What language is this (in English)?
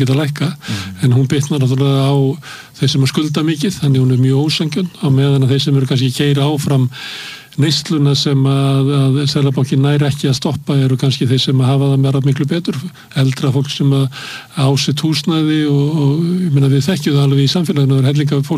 Icelandic